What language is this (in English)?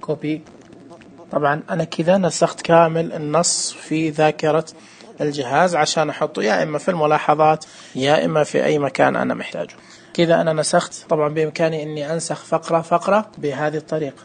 Najdi Arabic